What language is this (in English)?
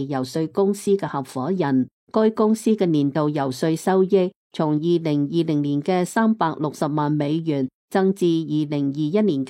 Cantonese